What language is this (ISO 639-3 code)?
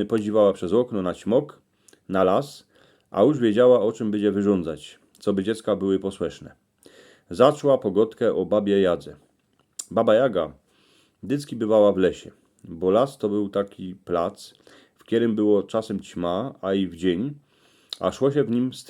szl